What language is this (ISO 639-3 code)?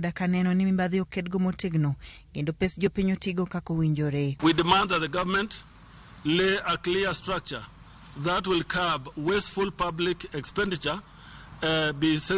luo